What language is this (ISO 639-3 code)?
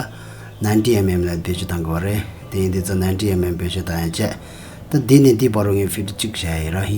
bod